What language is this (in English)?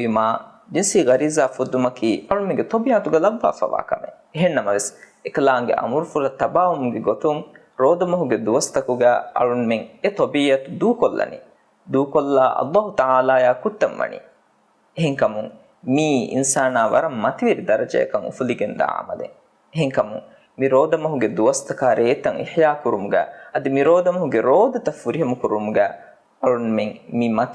Divehi